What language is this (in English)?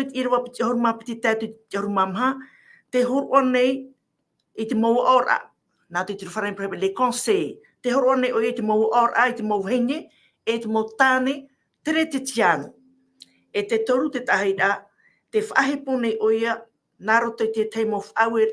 Tahitian